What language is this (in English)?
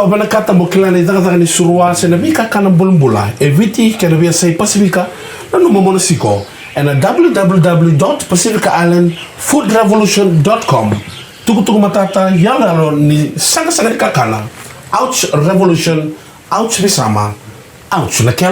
Fijian